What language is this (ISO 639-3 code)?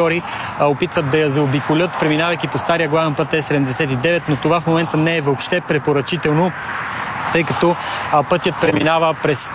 bul